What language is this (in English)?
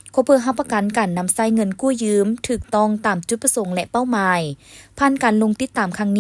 Lao